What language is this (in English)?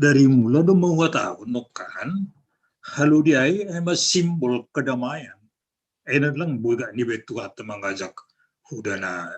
Batak Simalungun